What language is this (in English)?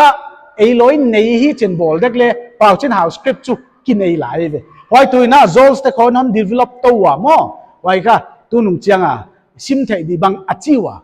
Paite Chin